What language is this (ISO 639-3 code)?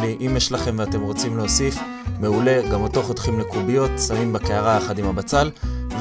heb